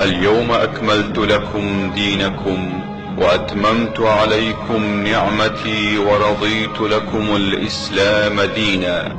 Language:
Kurdish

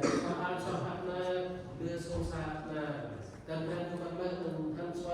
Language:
Central Mnong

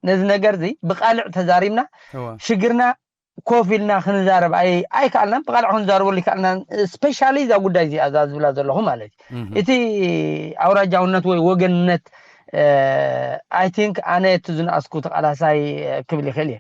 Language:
Tigrinya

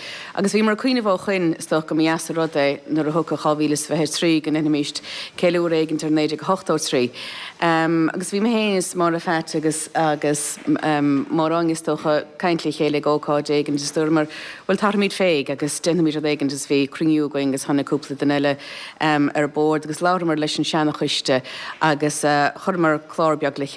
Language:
Irish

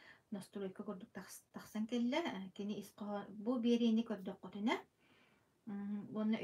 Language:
Yakut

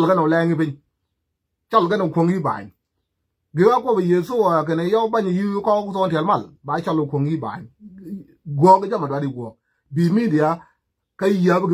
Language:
Nuer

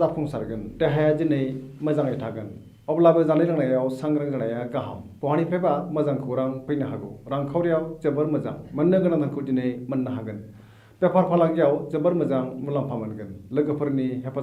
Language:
Bodo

